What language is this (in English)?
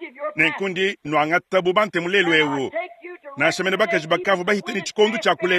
Luba-Lulua